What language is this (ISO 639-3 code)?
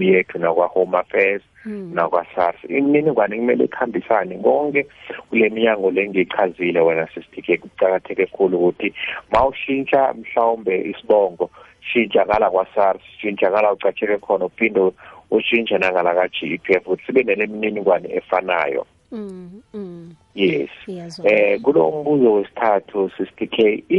nbl